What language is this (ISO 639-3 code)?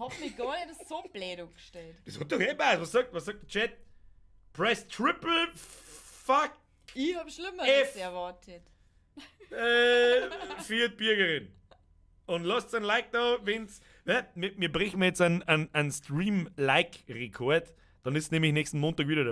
bar